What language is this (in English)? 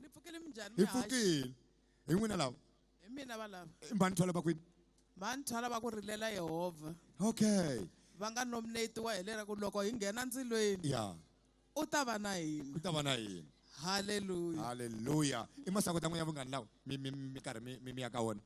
Tsonga